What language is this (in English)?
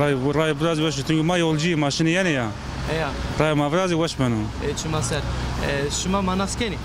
Zaza